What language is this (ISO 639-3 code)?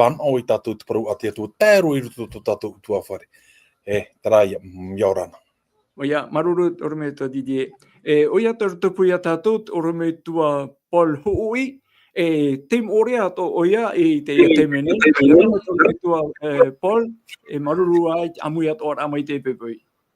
tah